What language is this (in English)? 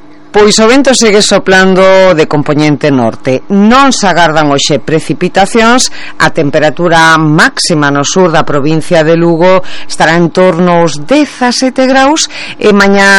Galician